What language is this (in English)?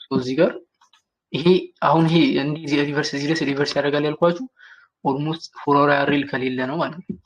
Amharic